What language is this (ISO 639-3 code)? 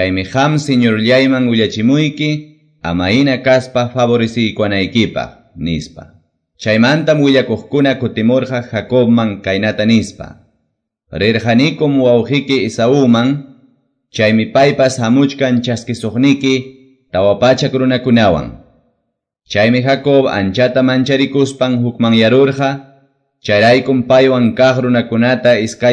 que